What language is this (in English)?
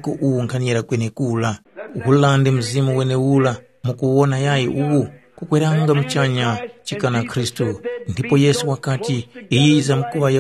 Tumbuka